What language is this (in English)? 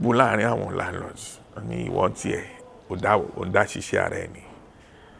Yoruba